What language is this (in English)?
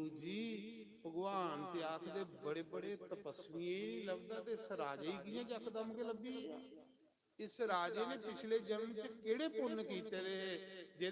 Dogri